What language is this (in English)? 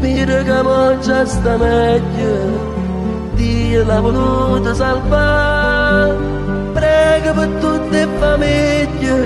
Neapolitan